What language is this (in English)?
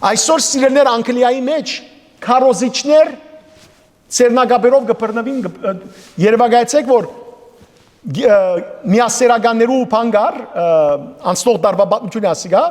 Western Armenian